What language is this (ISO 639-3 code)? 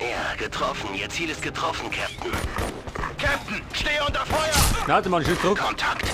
bar